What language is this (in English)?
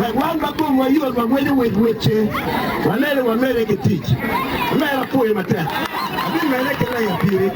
Acoli